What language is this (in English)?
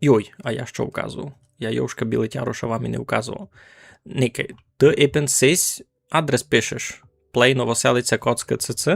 Rusyn